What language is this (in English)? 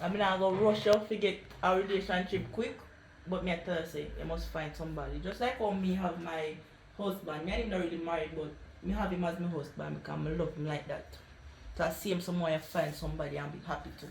Jamaican Creole English